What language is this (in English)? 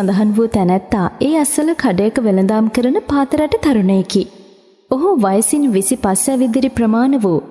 Sinhala